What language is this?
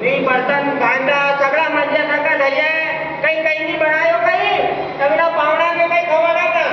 Rajasthani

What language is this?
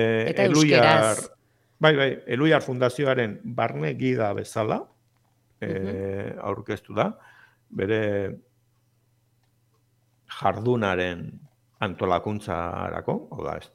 Basque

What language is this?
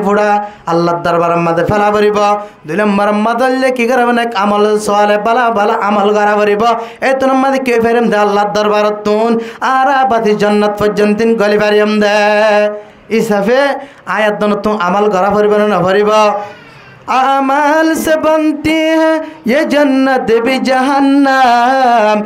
Rohingya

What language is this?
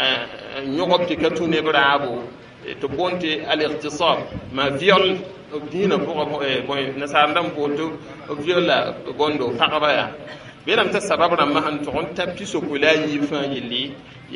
Mossi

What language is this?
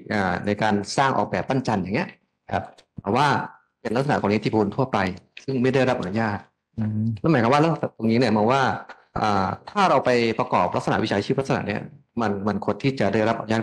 Thai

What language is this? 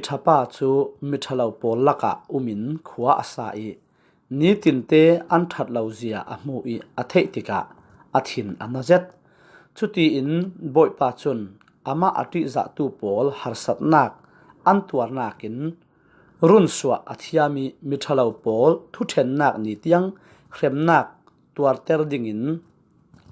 Falam Chin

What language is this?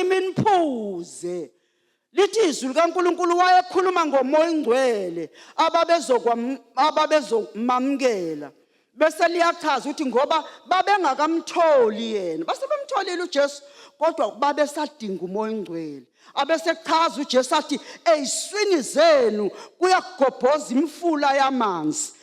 Zulu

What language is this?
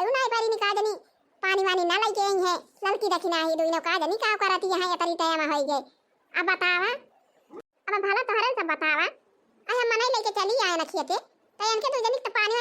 Awadhi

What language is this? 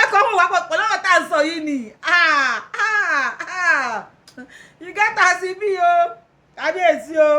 Yoruba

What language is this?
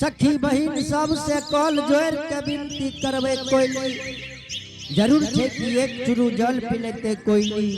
Angika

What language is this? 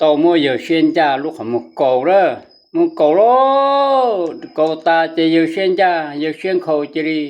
Hmong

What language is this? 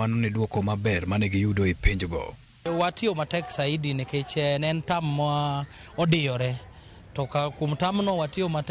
Luo (Kenya and Tanzania)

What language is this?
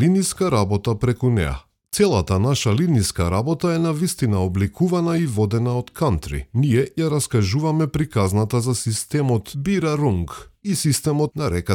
Macedonian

